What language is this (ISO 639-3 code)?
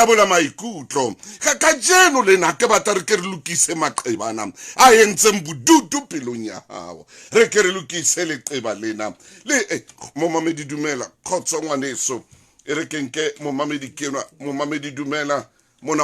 sot